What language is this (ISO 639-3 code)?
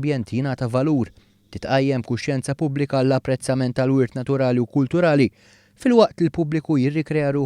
mlt